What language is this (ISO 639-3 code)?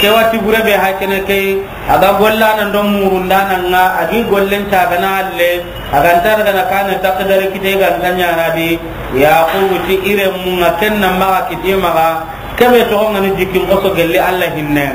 snk